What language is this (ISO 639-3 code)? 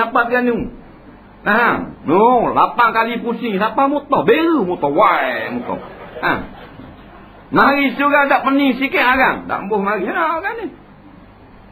msa